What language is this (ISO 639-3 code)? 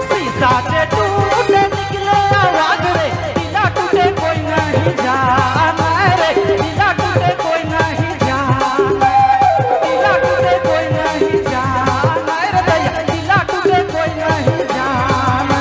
sck